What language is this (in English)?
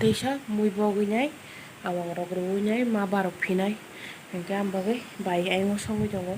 Kok Borok